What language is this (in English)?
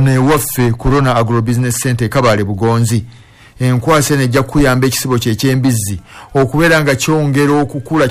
Ganda